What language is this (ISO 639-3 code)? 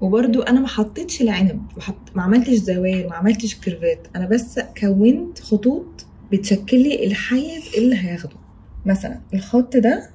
arz